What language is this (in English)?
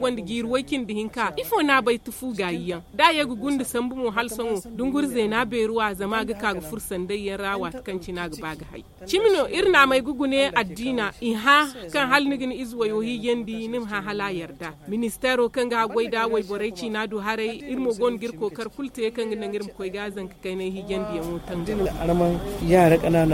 Zarma